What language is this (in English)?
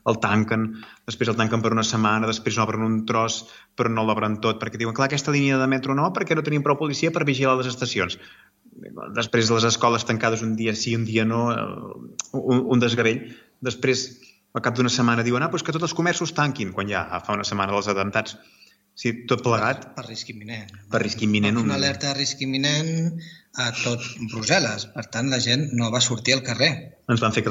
Catalan